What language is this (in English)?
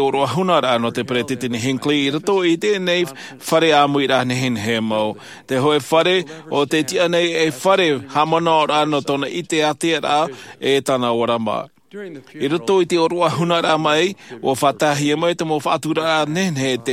Tahitian